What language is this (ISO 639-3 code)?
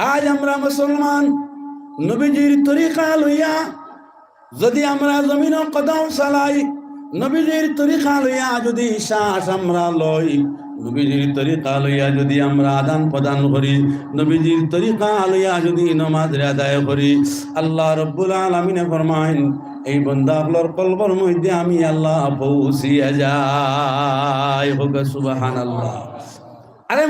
syl